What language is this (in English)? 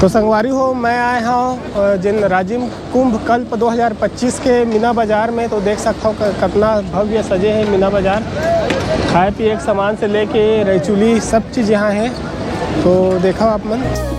Chhattisgarhi